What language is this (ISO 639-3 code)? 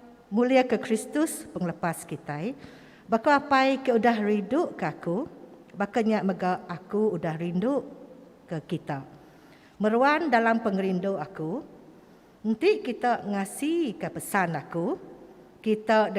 iba